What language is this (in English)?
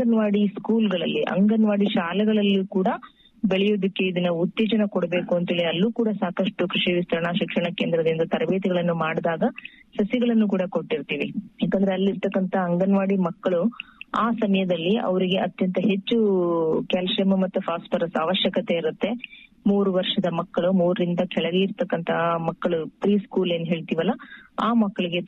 Kannada